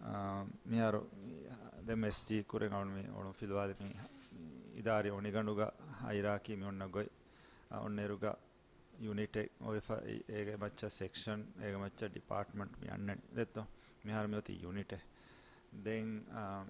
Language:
Divehi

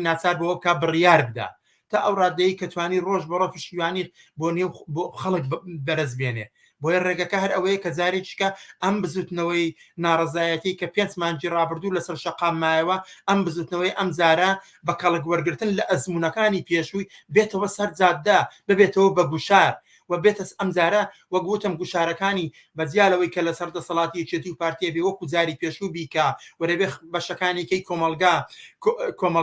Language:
Central Kurdish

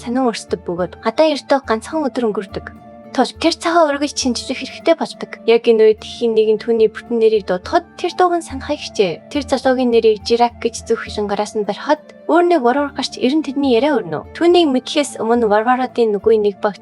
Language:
Mongolian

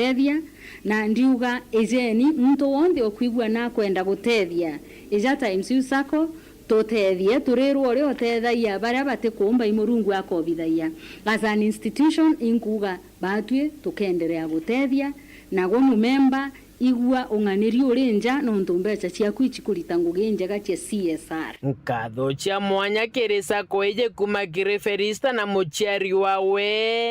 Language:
Meru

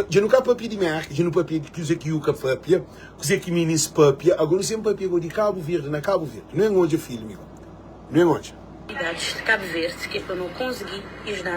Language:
Kabuverdianu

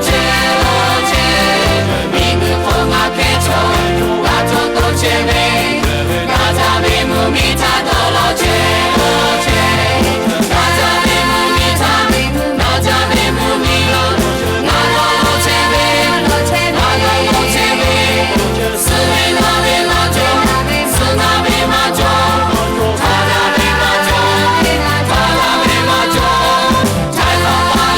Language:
Lahu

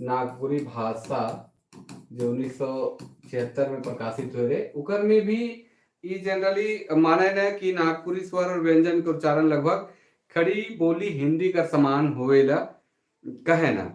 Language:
Sadri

